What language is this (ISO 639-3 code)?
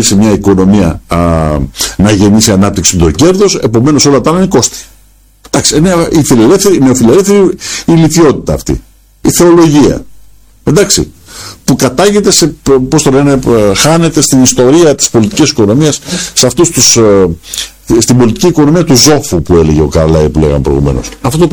ell